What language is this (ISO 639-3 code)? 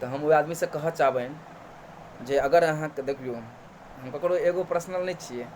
mai